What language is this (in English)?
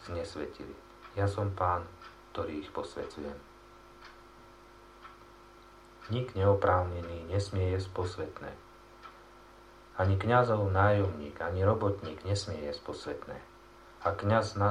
Slovak